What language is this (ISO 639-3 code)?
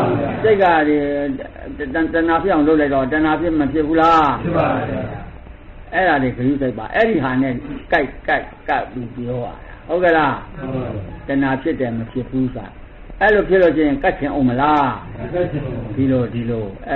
mya